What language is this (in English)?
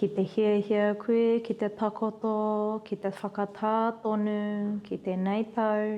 Māori